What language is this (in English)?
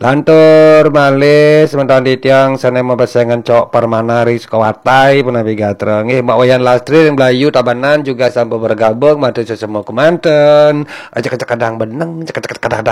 Balinese